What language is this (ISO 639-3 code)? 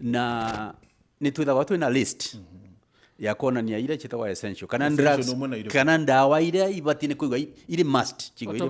mer